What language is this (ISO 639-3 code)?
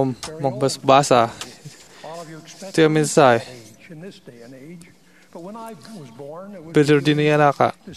ilo